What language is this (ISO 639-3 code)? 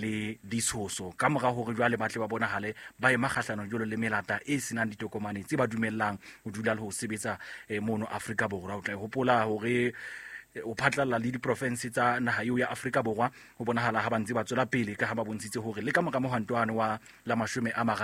sot